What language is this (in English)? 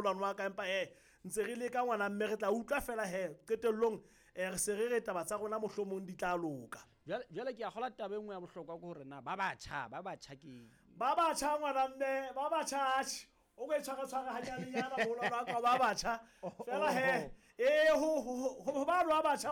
Southern Sotho